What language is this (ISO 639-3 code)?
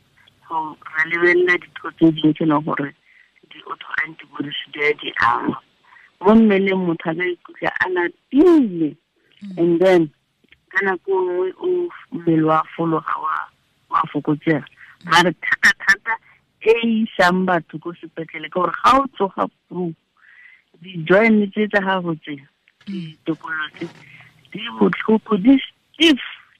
tsn